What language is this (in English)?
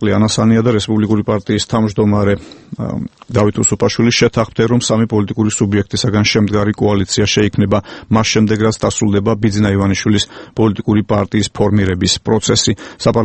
Georgian